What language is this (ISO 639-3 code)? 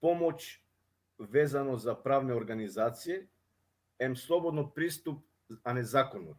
rmn